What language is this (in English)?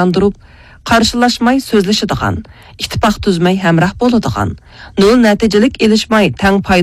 Uyghur